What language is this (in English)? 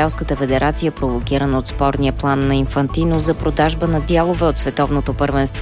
Bulgarian